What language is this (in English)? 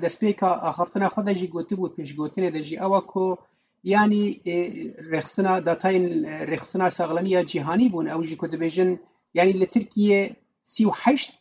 Kurdish